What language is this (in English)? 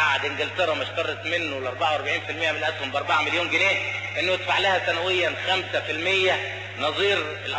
Egyptian Arabic